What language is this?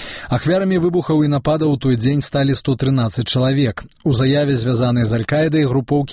Belarusian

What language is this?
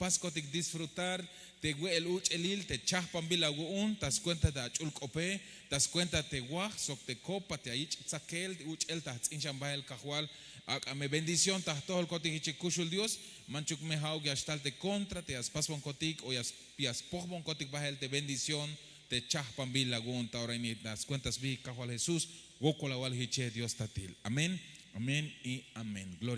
Tzeltal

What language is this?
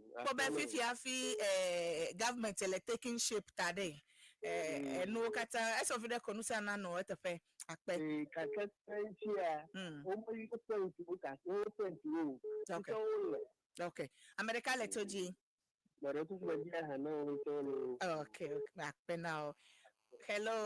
Ewe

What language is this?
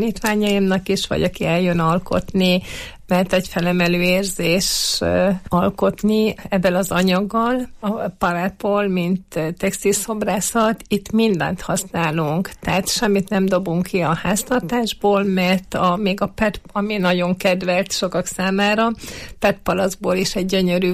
Hungarian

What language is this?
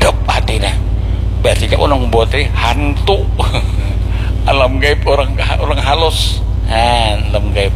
Banjar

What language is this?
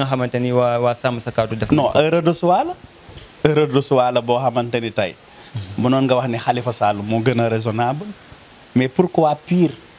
Wolof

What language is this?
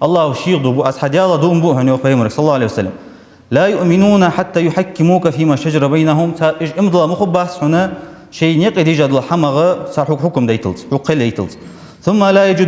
Ingush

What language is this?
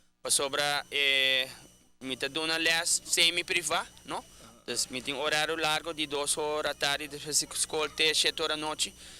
Papiamento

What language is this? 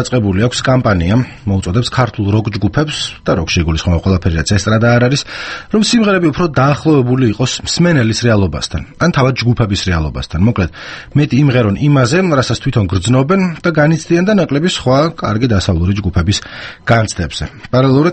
Georgian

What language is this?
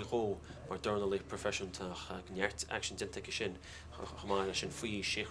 Irish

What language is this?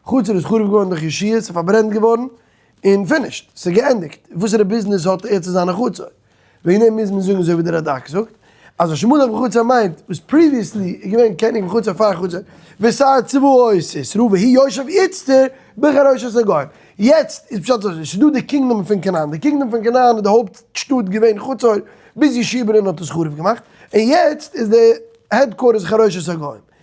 Yiddish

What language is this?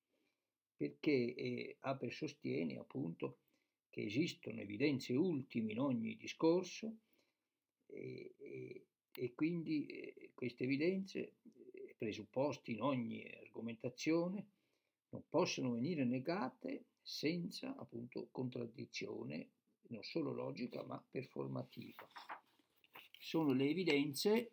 Italian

